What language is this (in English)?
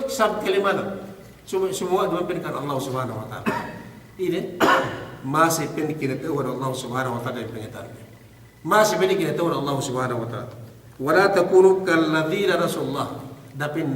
Yakan